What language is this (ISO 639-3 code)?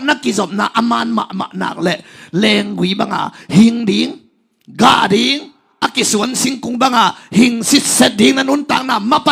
ctd